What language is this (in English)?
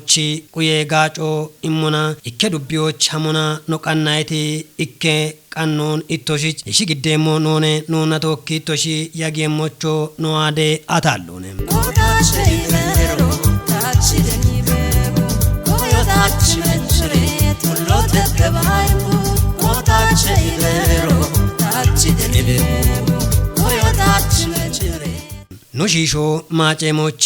Kafa